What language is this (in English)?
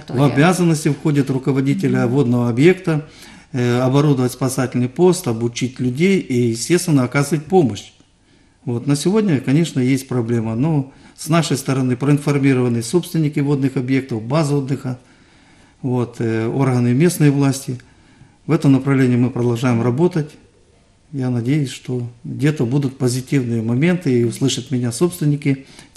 Russian